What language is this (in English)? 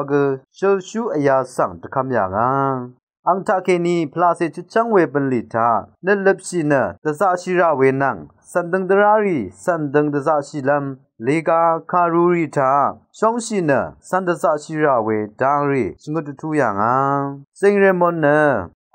Rawang